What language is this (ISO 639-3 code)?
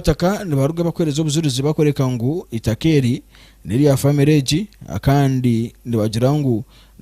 nyn